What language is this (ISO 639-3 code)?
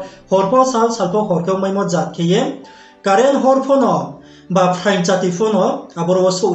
ria